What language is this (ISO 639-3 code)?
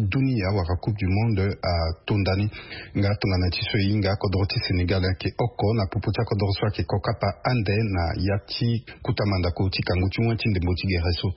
sag